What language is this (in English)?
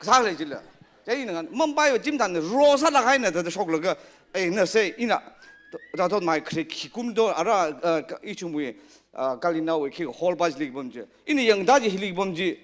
Tangkhul Naga (India)